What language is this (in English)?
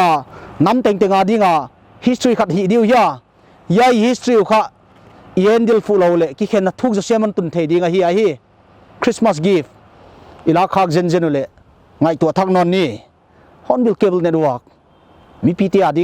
Paite Chin